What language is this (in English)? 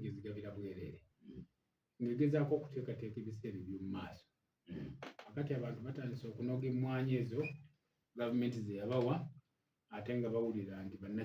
Ganda